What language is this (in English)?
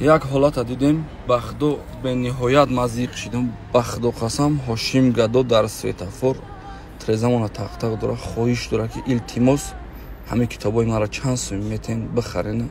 Tajik